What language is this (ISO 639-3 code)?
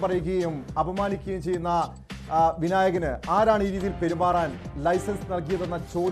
mal